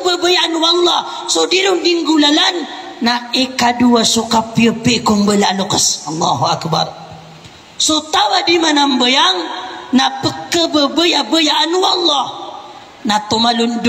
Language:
Maranao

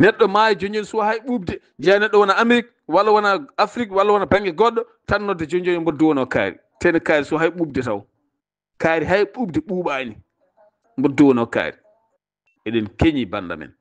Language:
Fula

